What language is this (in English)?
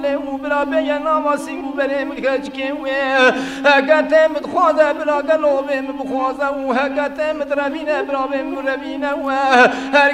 Kurdish